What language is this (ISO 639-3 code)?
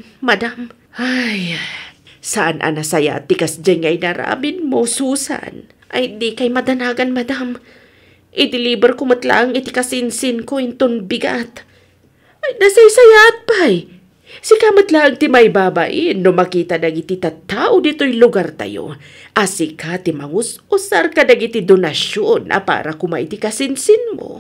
ilo